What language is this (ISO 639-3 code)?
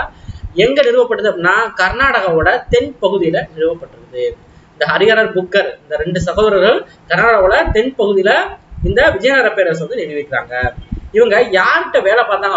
tam